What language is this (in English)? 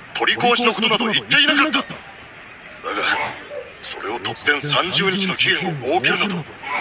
Japanese